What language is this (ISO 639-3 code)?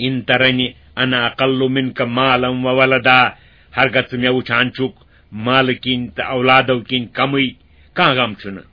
kas